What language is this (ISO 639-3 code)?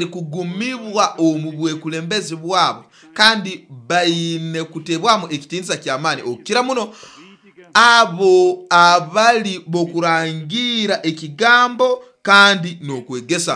nyo